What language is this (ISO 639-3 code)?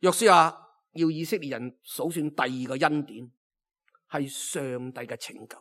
yue